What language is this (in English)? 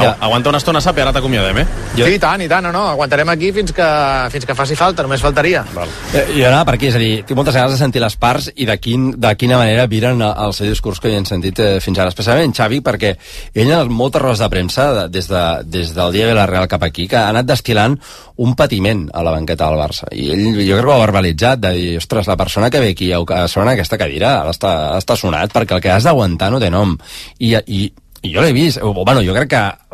Catalan